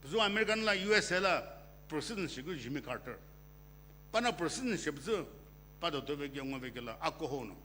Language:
Sumi Naga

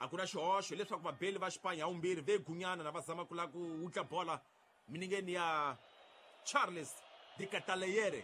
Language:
Tsonga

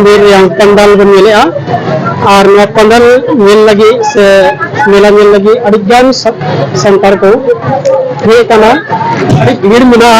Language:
Santali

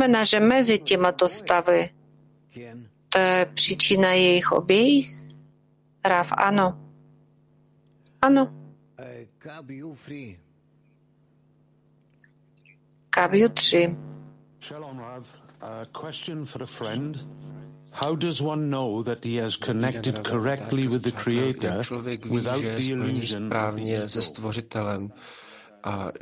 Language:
Czech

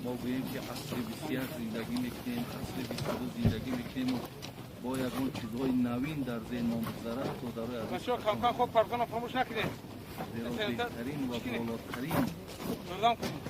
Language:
Tajik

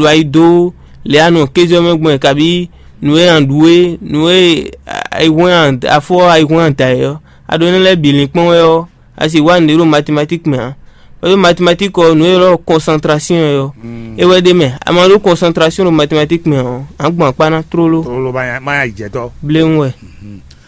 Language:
Fon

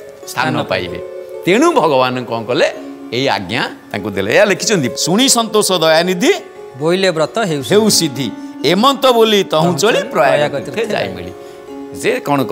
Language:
Odia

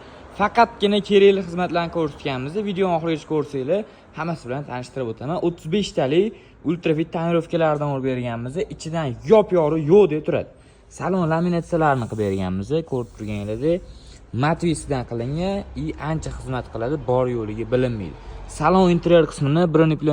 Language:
Uzbek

